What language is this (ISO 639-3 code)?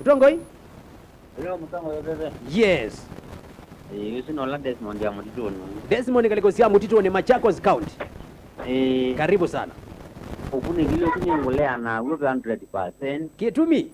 kam